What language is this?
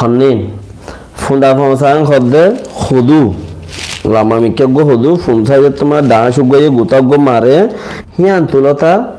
Rohingya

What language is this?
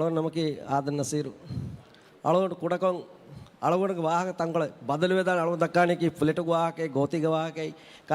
Divehi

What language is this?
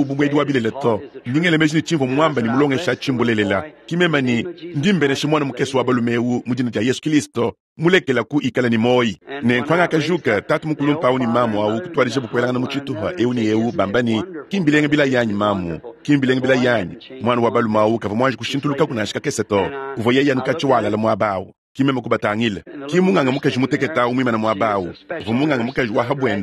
Luba-Lulua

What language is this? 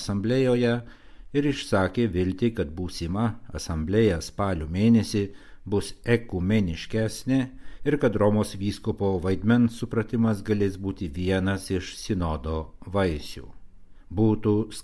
Lithuanian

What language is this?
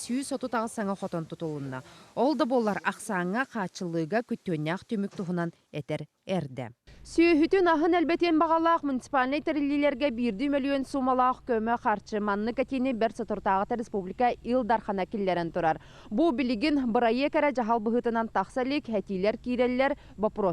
Yakut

